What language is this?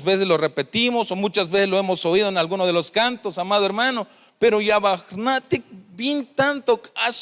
Tzeltal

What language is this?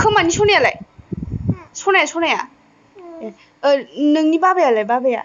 Bodo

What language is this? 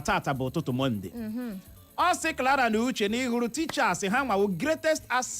Igbo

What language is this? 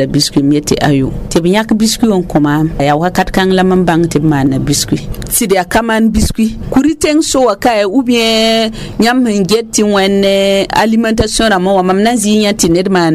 Mossi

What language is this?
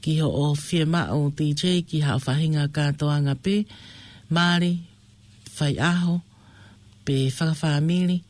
Tongan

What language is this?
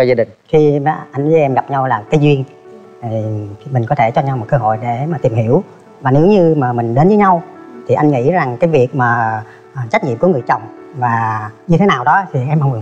Vietnamese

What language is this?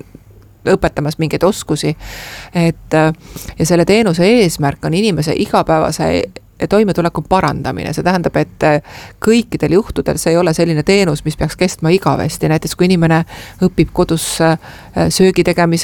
Estonian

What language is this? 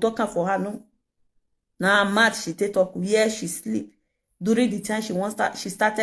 Nigerian Pidgin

